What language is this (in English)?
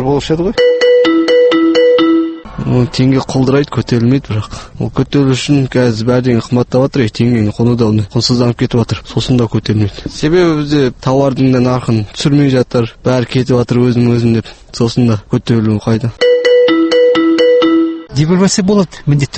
Kazakh